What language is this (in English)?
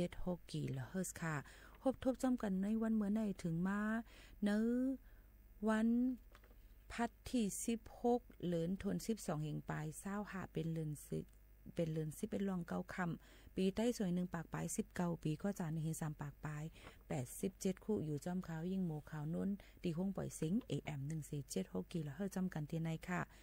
Shan